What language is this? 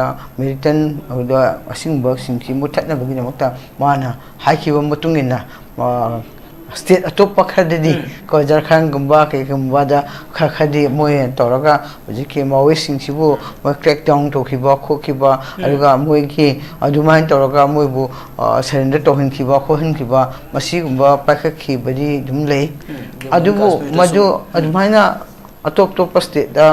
Manipuri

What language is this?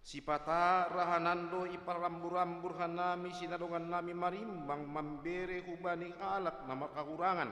Batak Simalungun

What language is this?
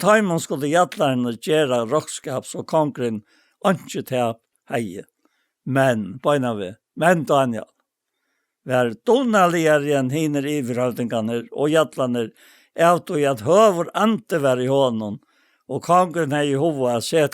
Faroese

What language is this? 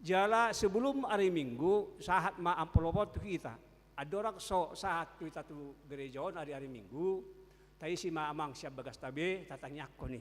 Batak Toba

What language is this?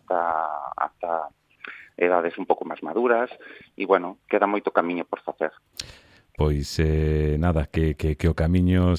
Galician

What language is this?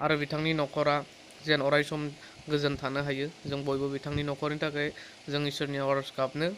Bodo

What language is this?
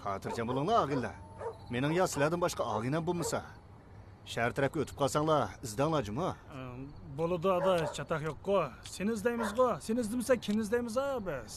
Uyghur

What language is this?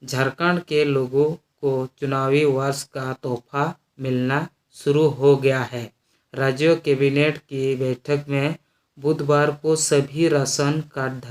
Santali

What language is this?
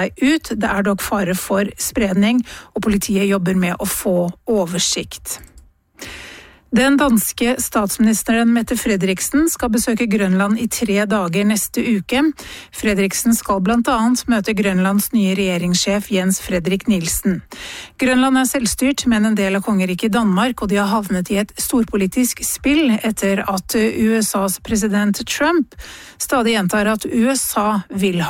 Norwegian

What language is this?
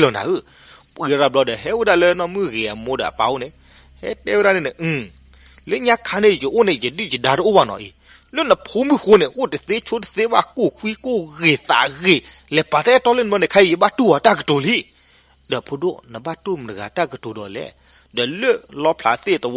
S'gaw Karen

